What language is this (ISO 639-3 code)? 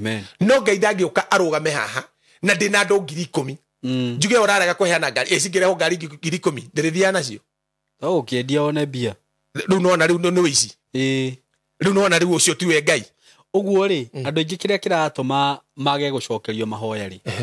kik